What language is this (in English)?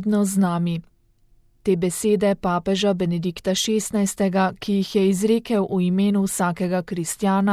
Slovenian